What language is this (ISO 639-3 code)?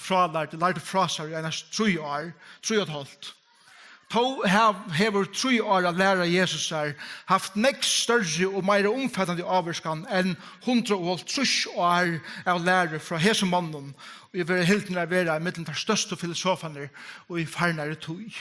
fao